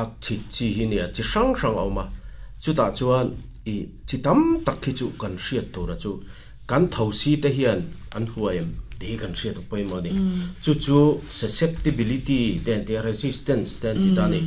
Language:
Mizo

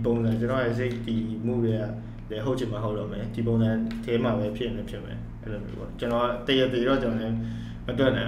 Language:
Burmese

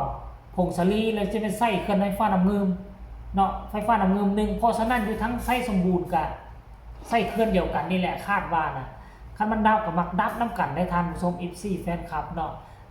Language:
Northeastern Thai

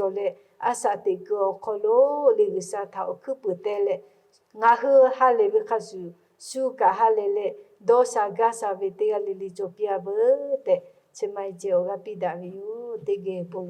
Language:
Lahu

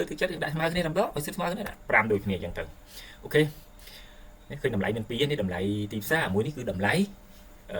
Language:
Khmer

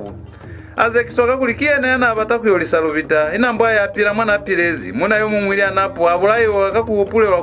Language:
Lozi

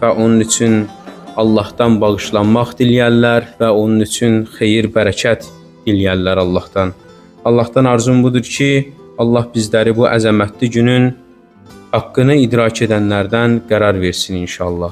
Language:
Azerbaijani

